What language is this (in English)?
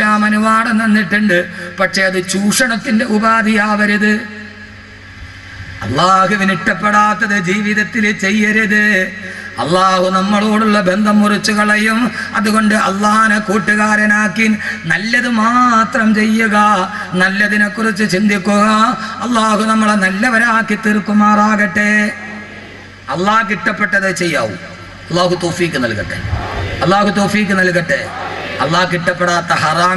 Malayalam